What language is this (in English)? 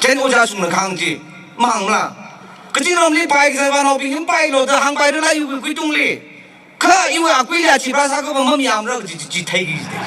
Tangkhul Naga (India)